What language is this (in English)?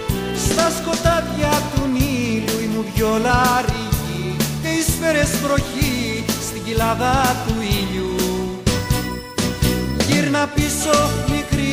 Greek